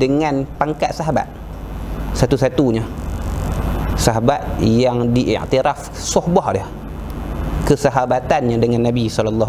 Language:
Malay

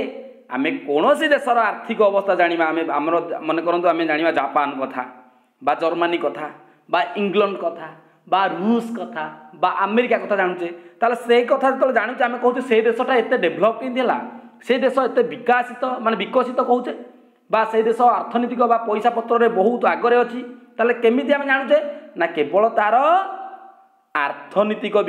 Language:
Odia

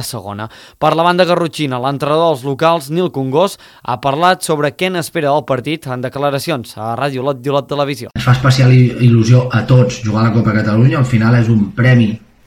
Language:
Catalan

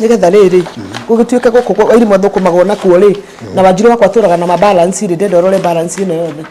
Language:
Kikuyu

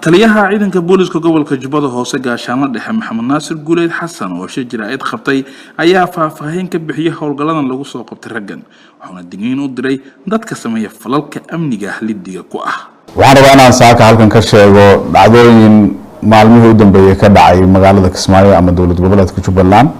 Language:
Somali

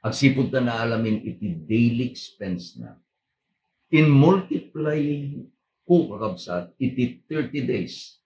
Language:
Iloko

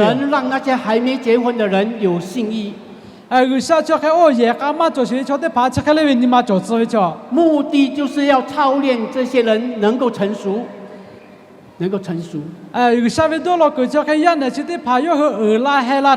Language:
Lahu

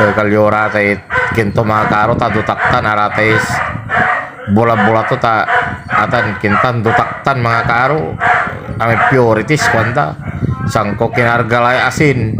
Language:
Pangasinan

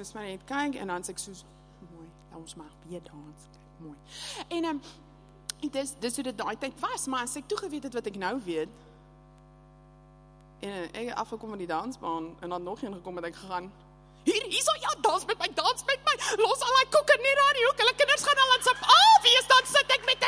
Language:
Afrikaans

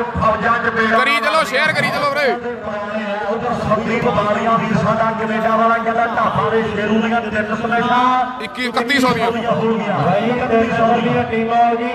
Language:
Punjabi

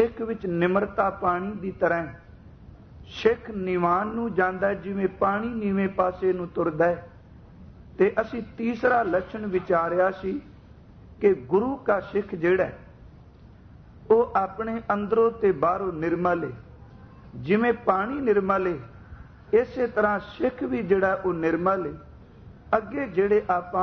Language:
Punjabi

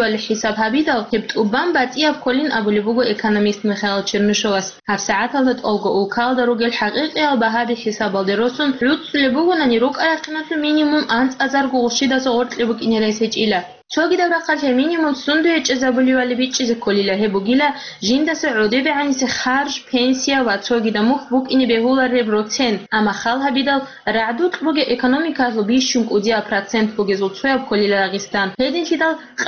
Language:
Avaric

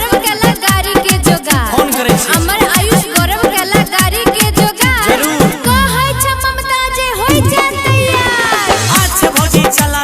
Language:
Maithili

